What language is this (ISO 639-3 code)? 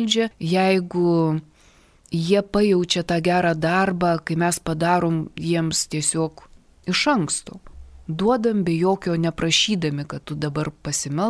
lit